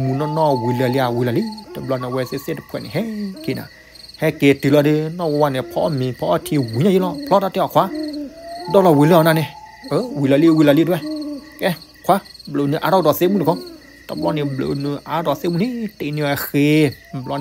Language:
S'gaw Karen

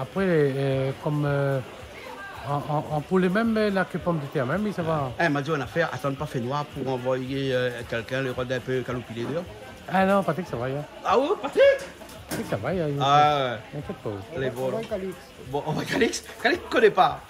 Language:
Réunion Creole French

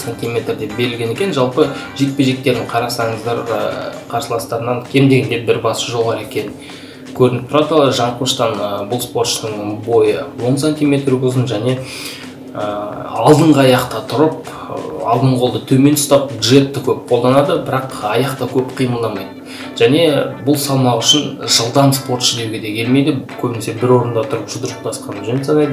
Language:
Kazakh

